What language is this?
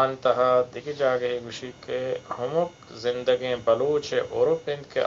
Eastern Balochi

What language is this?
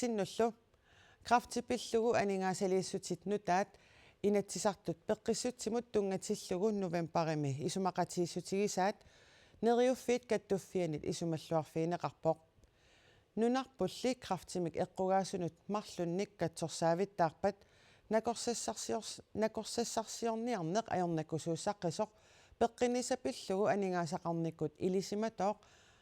Kalaallisut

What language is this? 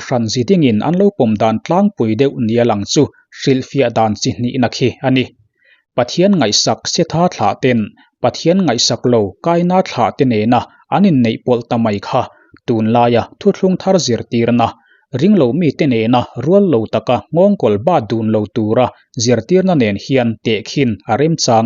Mizo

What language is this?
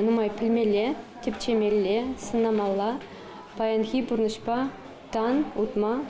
Chuvash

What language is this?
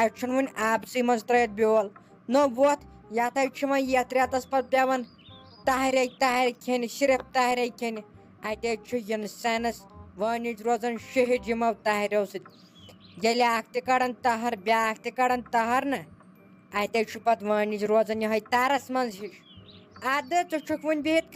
Kashmiri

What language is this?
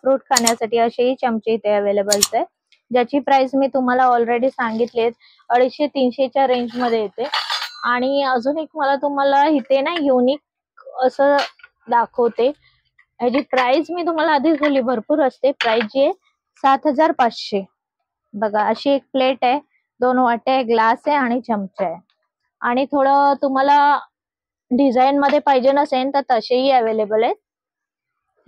Marathi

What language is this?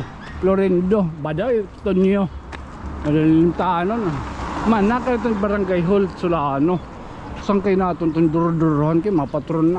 Waray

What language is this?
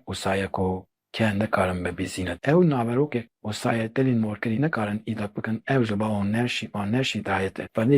Kurdish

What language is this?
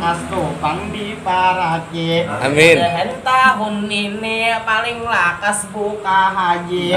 Banjar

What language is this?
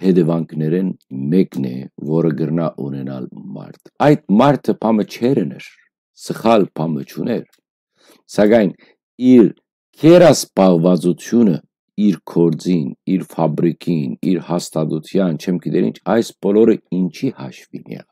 Western Armenian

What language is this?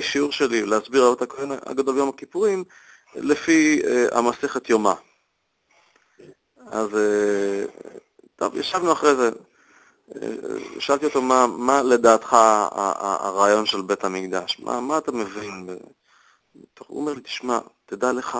Hebrew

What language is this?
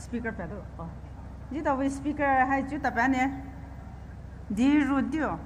Poumei Naga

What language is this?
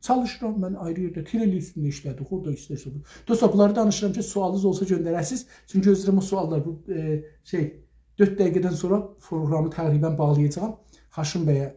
South Azerbaijani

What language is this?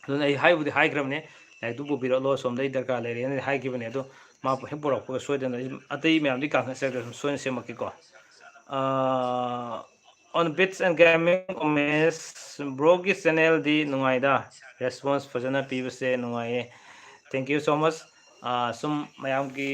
Manipuri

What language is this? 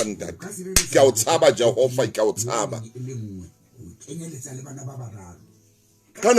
Southern Sotho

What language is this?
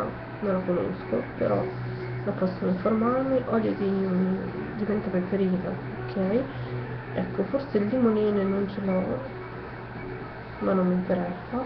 Italian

